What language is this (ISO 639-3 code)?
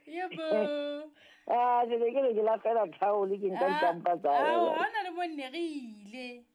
sot